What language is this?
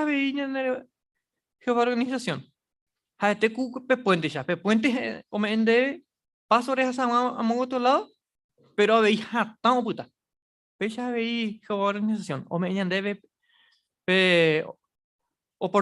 Guarani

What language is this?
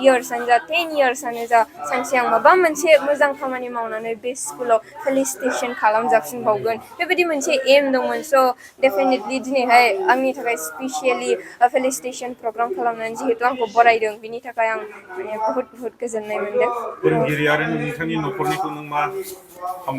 Bodo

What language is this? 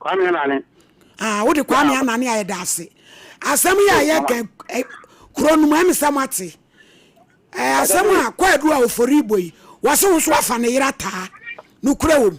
Akan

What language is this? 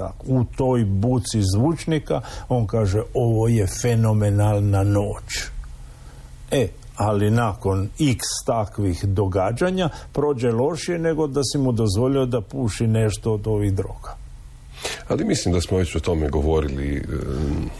Croatian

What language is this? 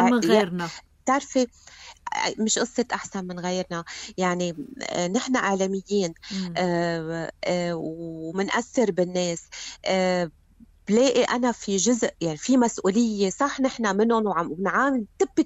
North Levantine Arabic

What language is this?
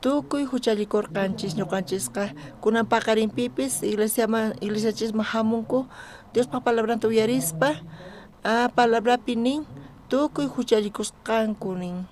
South Bolivian Quechua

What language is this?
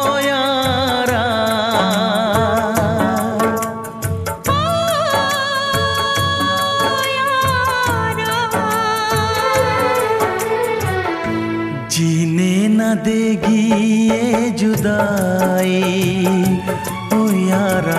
Hindi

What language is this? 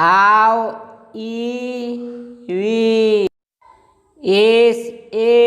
Santali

